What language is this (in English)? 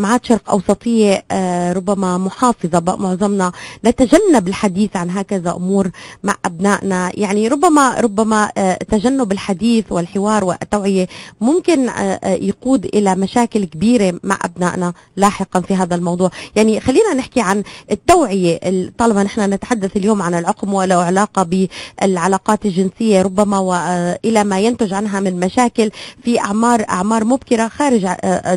North Levantine Arabic